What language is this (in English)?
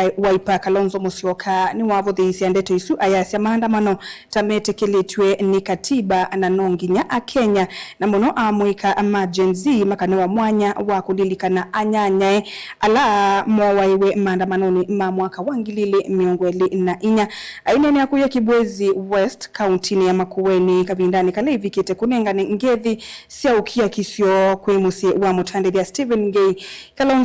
Kamba